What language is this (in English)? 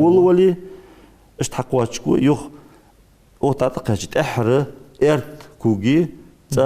Ingush